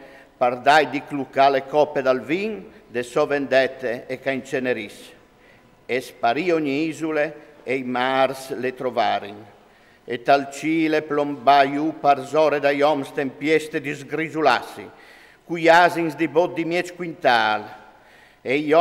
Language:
Friulian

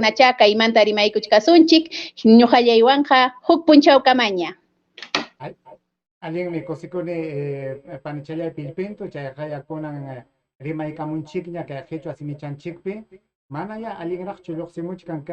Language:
Ayacucho Quechua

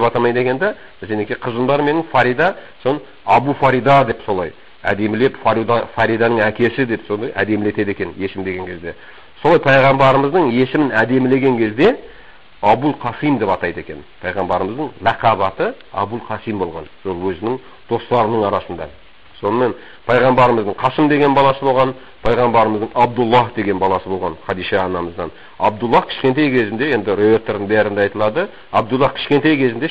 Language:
Kazakh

